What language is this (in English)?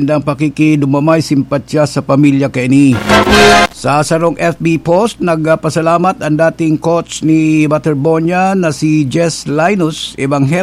Bikol